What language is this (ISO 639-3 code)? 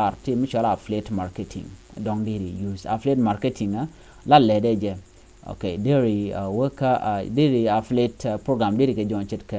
nus